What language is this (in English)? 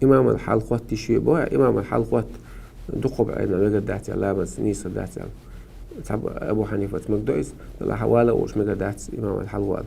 Chechen